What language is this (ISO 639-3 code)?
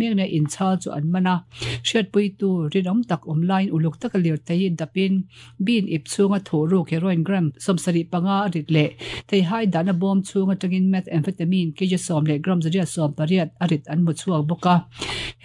lus